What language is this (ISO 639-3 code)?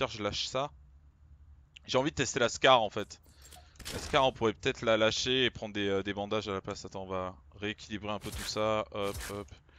fra